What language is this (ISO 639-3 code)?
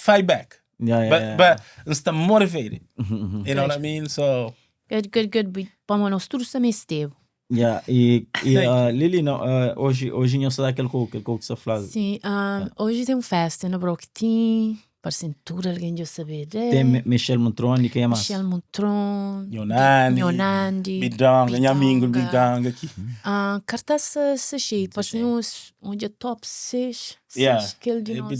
kea